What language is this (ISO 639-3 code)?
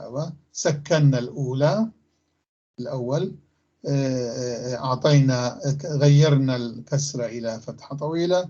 apc